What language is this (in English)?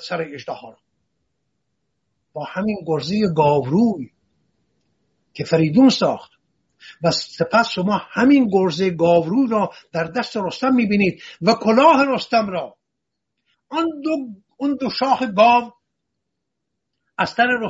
Persian